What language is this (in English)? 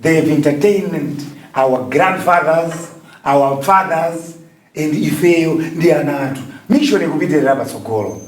Nyanja